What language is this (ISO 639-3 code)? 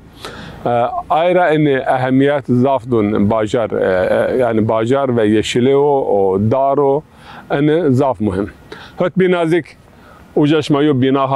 zza